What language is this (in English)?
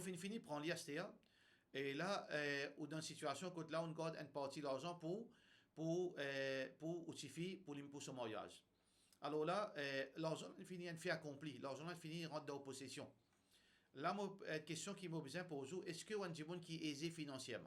Morisyen